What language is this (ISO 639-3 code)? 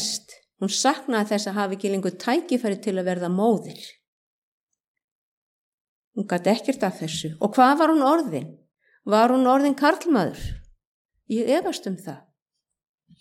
isl